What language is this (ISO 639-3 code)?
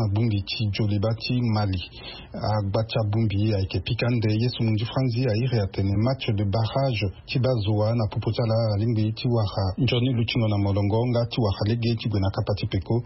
sag